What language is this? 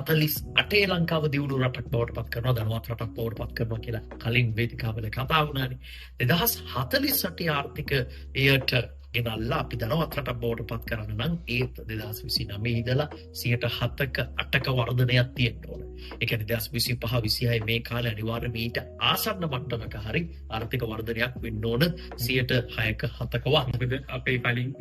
Sinhala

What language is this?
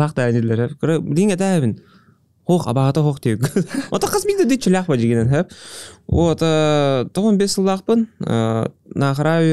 Yakut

